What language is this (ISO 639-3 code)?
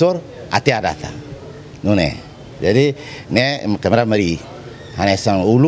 tet